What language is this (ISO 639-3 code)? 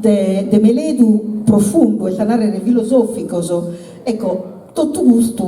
srd